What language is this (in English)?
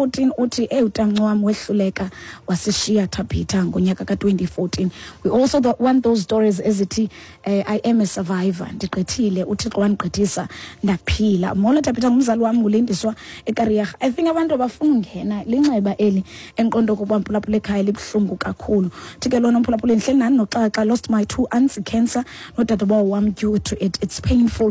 Xhosa